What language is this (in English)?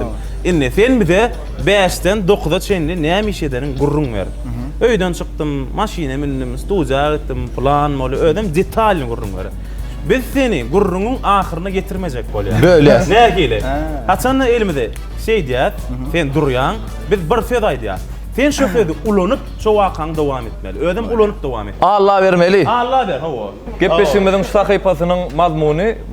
Turkmen